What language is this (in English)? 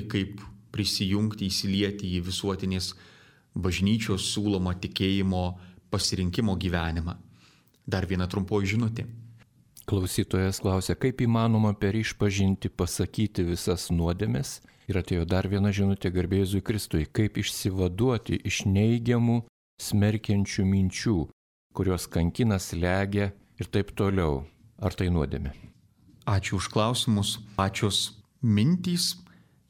Lithuanian